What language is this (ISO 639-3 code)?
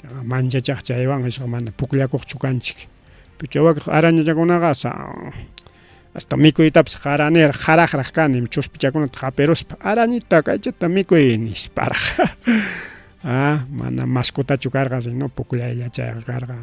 quy